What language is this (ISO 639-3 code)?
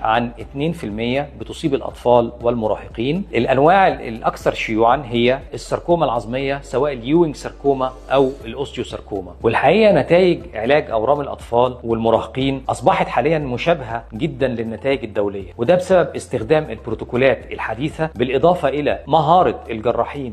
arz